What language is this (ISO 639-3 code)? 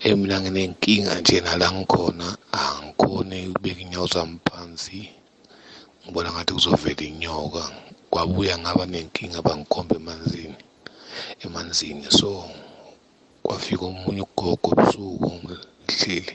nbl